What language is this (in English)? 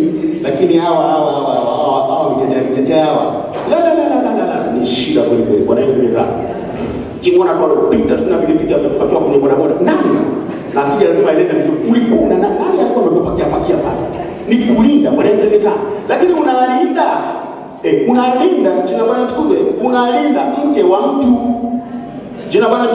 Swahili